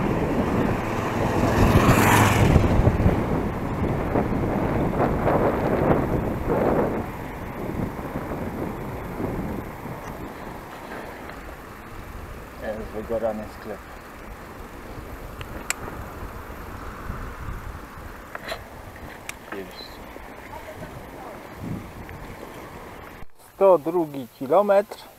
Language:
Polish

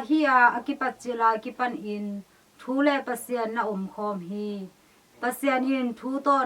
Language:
Tedim Chin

